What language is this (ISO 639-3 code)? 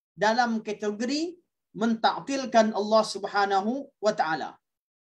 msa